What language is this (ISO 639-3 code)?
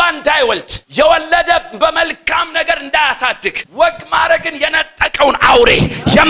amh